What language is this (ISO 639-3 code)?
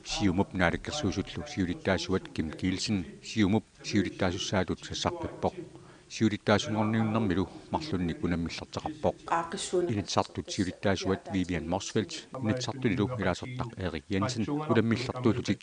kal